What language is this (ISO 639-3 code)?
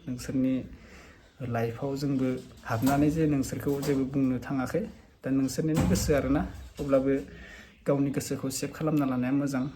brx